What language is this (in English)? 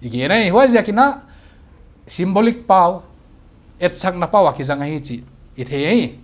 Paite Chin